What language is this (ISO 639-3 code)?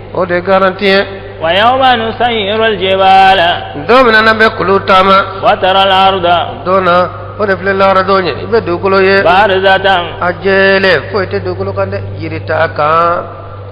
bam